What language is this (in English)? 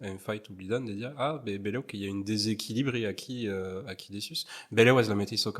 Occitan